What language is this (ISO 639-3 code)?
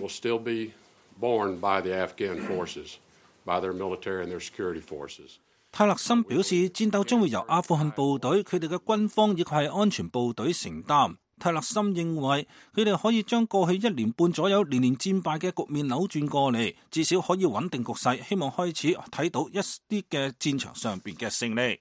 yue